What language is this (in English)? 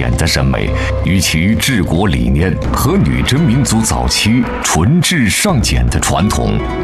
Chinese